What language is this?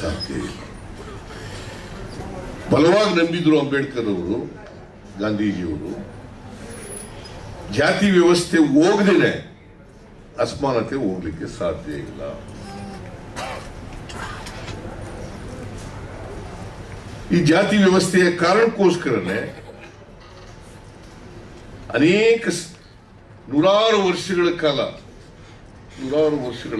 Kannada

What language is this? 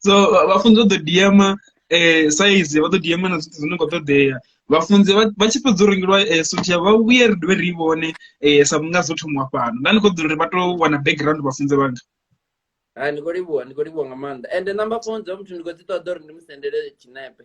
Venda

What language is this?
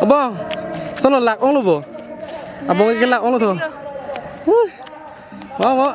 Karbi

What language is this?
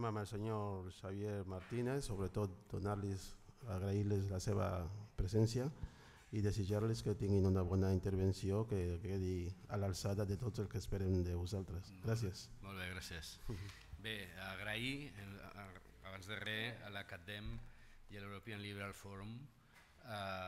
Catalan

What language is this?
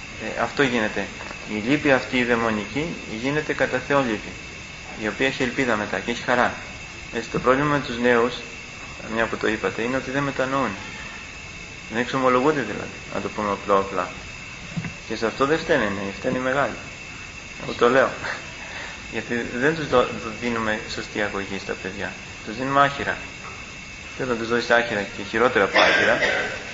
Greek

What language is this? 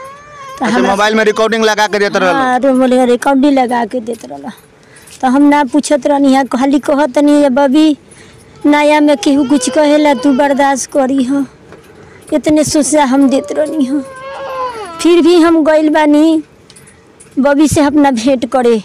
Bhojpuri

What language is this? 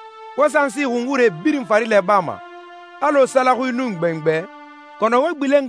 Susu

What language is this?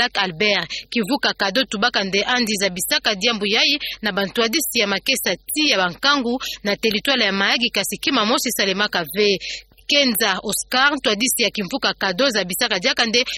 Kituba (Democratic Republic of Congo)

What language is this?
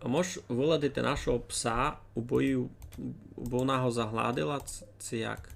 Rusyn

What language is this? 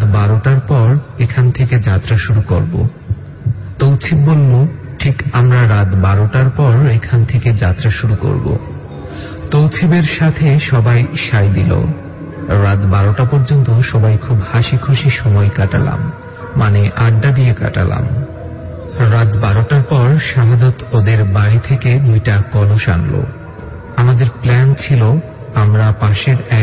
Bangla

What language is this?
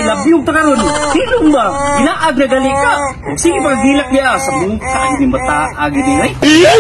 Cebuano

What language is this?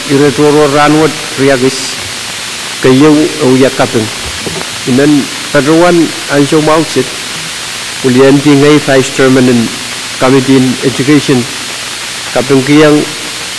Pohnpeian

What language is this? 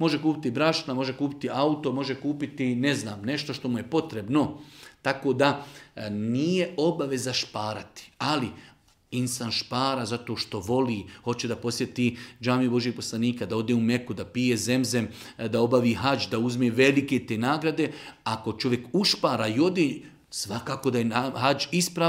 Bosnian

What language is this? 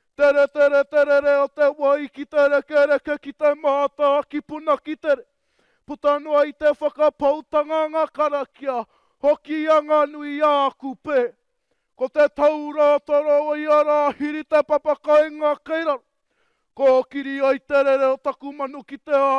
Māori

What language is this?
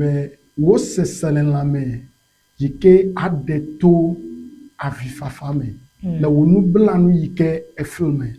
Ewe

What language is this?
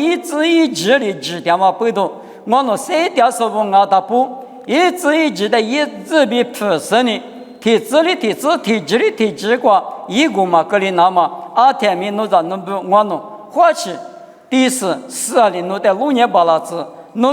Lisu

